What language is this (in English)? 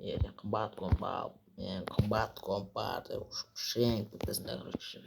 Kazakh